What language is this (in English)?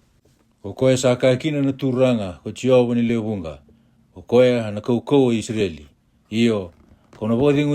Fijian